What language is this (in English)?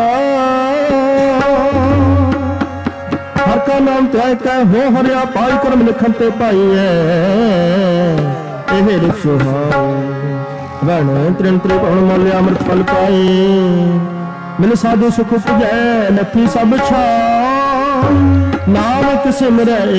Punjabi